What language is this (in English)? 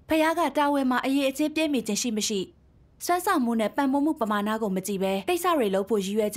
Burmese